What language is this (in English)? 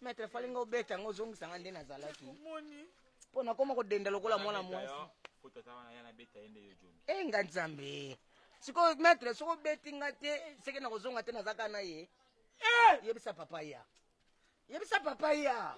Lingala